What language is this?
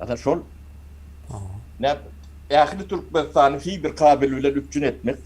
Turkmen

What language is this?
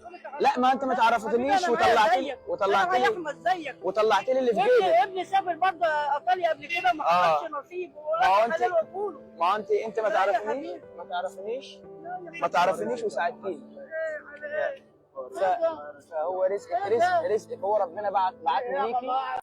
Egyptian Arabic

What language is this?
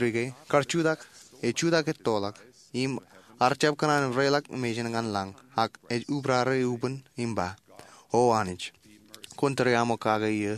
Marshallese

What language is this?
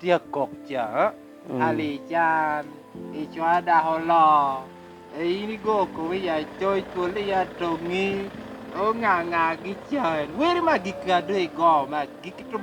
Lango (Uganda)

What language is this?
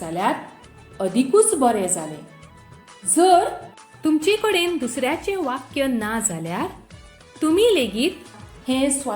Konkani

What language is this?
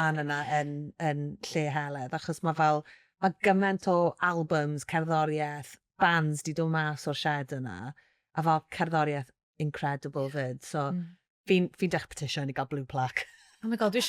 Welsh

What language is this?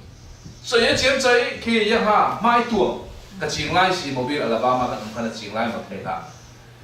Falam Chin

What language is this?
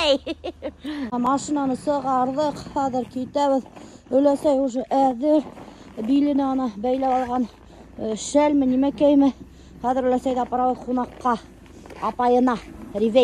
Bashkir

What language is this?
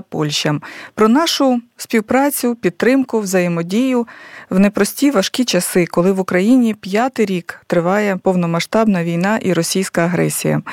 Ukrainian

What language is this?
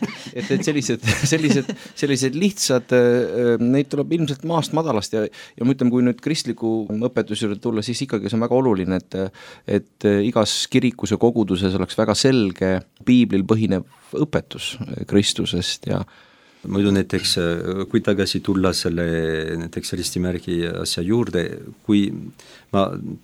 Estonian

